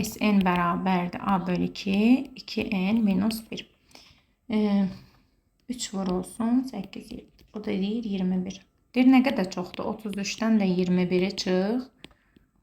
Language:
Azerbaijani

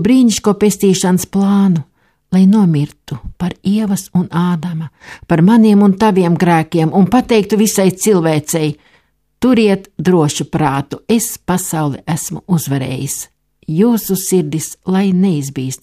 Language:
Latvian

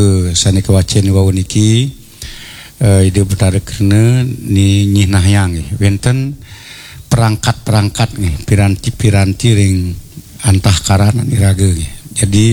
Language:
Balinese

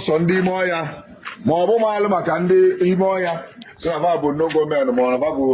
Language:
Igbo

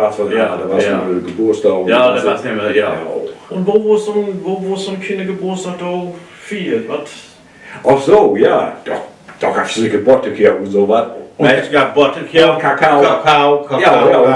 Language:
Low German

